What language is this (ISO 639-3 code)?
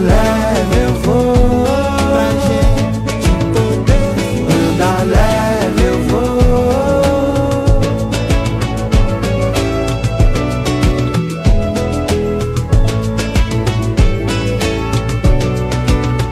por